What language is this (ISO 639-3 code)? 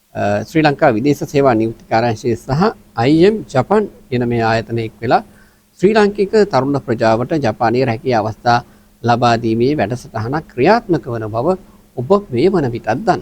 sin